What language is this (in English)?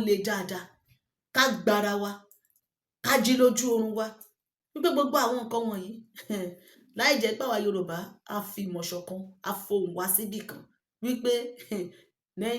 Yoruba